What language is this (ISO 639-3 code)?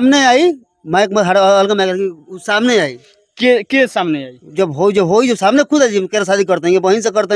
bho